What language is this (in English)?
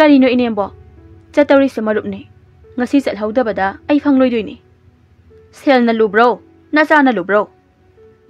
Manipuri